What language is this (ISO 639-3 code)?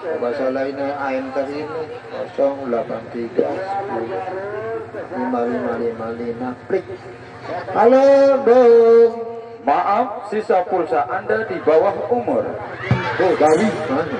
sas